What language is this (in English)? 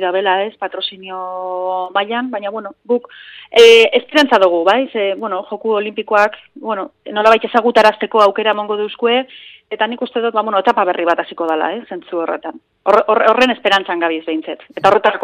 Basque